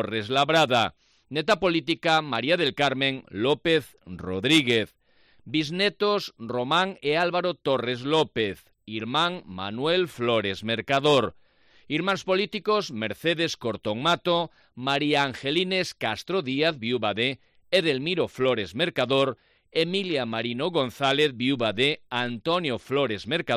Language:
Galician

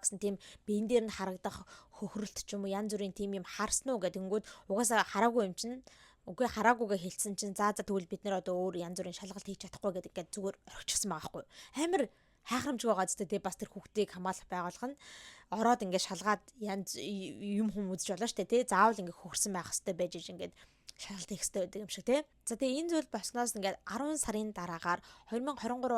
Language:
Mongolian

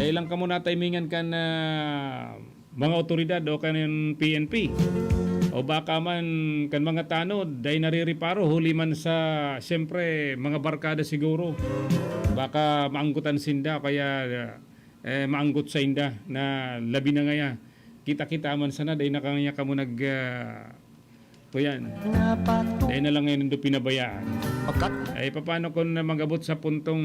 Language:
Bikol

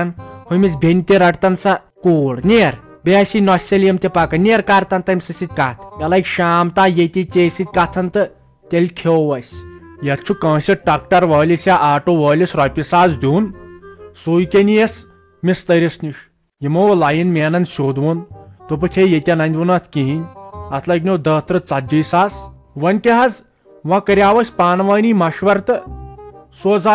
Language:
Kashmiri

